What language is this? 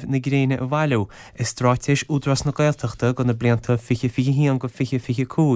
Irish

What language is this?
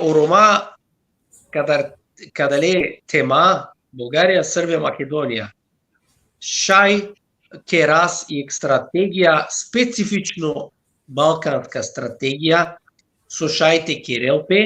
Balkan Romani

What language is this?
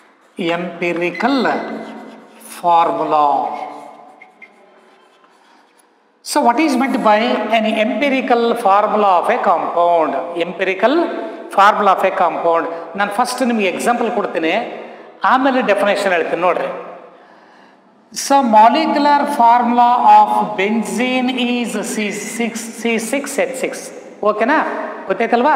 Kannada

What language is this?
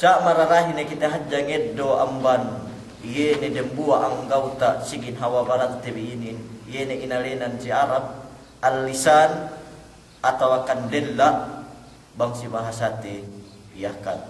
Yakan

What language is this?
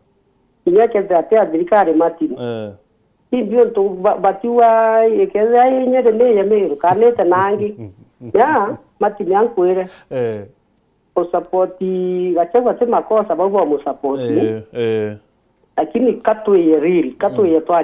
Meru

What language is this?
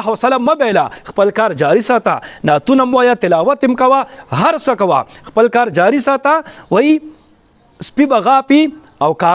Pashto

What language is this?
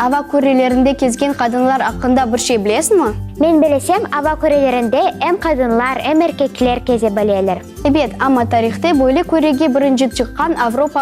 Crimean Tatar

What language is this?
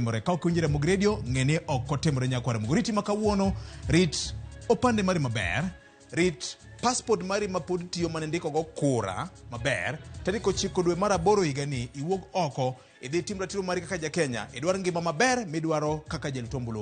Luo (Kenya and Tanzania)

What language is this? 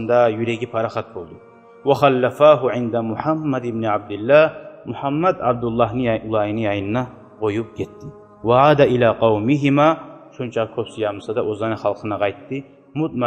Kumyk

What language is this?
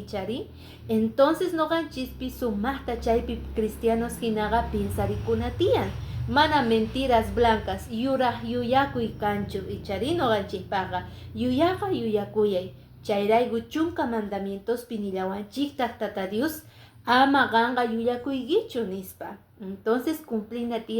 Quechua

